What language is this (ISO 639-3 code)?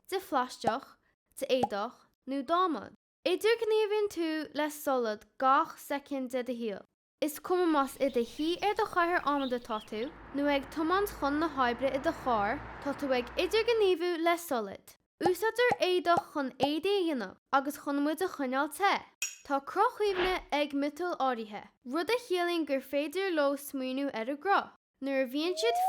gle